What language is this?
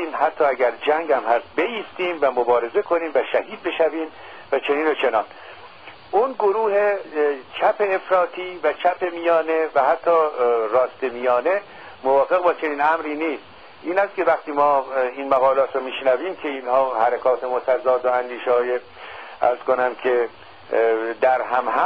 Persian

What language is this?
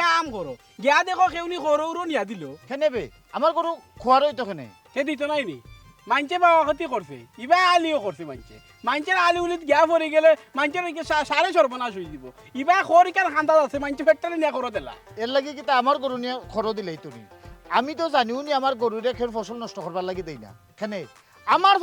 Sylheti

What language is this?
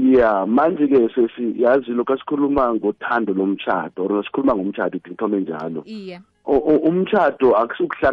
South Ndebele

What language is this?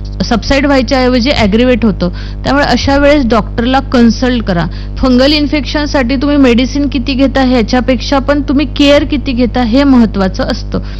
Marathi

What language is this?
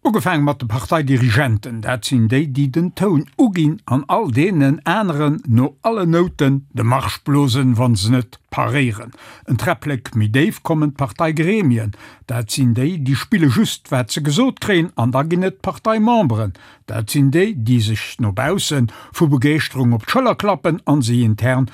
Luxembourgish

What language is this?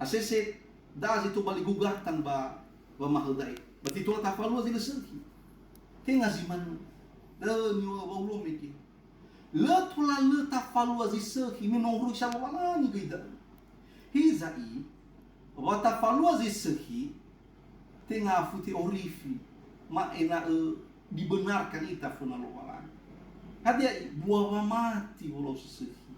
Nias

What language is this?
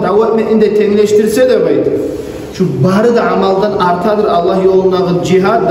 Kumyk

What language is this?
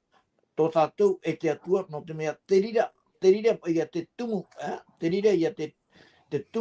Tahitian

